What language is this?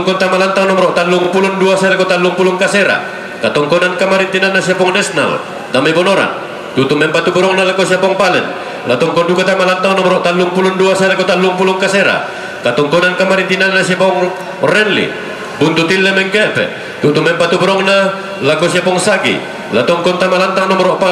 Toraja-Sa'dan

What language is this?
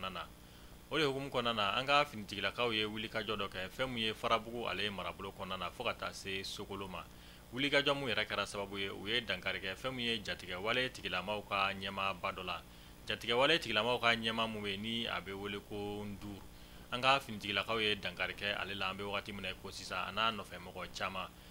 Bambara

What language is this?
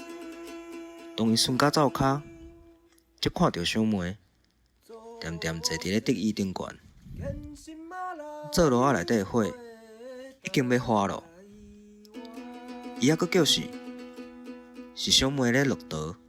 Min Nan Chinese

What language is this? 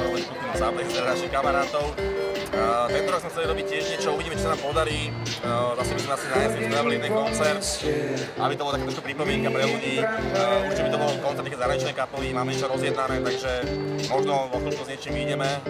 Slovak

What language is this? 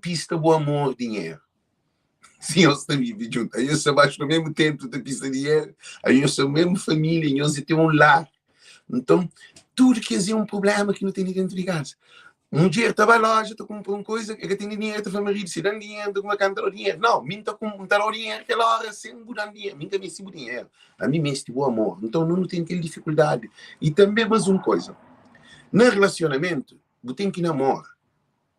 Kabuverdianu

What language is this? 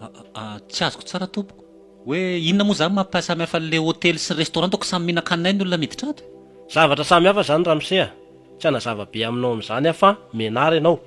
Malagasy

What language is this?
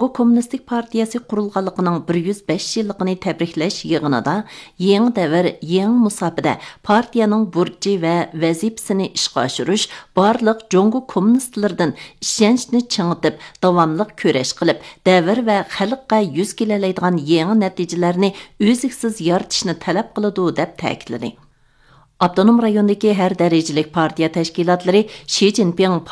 Uyghur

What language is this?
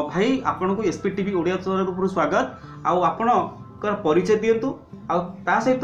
Odia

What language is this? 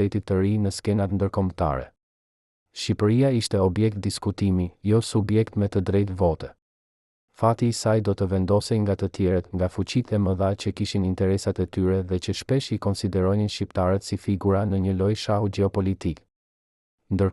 Albanian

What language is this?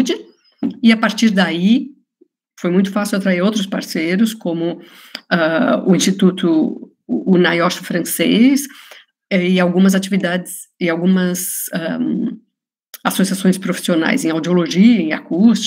Portuguese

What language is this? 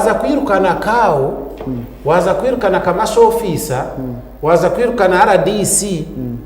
Nyankole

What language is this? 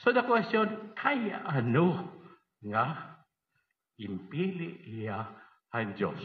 Waray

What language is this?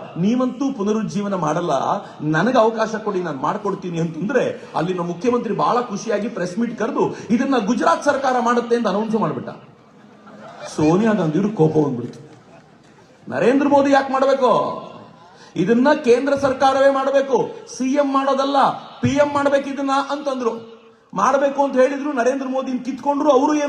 Kannada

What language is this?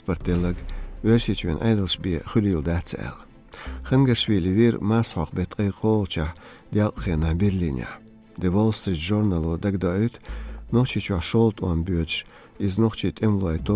Chechen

